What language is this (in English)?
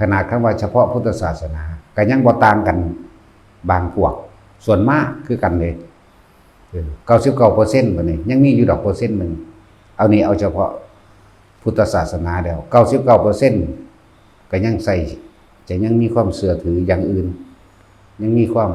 Northeastern Thai